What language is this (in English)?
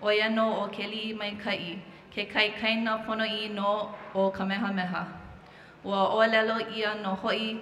Hawaiian